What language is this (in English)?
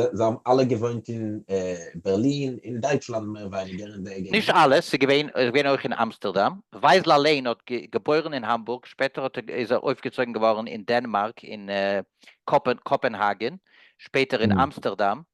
Yiddish